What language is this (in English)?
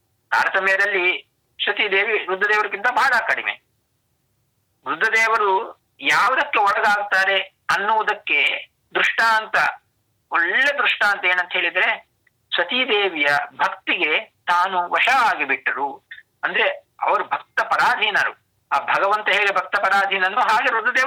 Kannada